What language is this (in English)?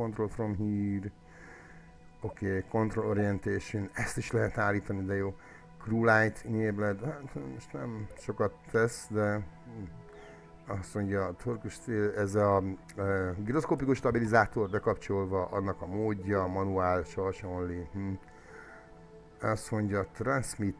Hungarian